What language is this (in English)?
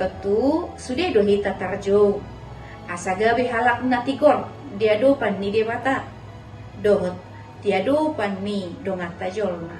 Batak Toba